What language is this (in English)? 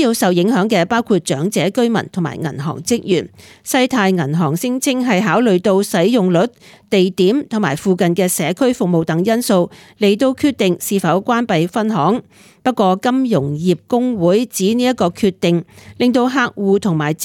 Cantonese